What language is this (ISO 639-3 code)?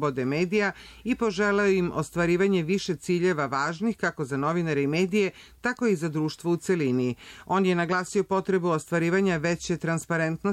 srp